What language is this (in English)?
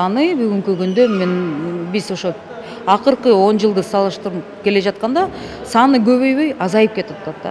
Kyrgyz